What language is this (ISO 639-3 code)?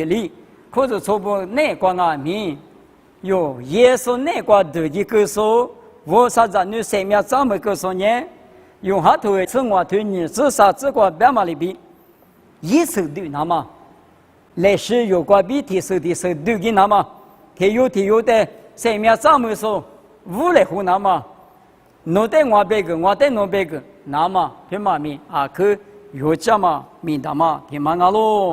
lis